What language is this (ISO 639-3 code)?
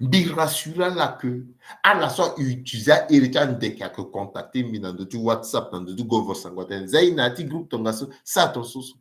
sag